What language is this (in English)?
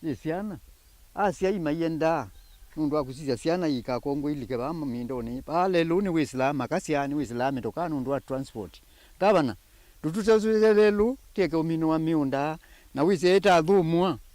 Kamba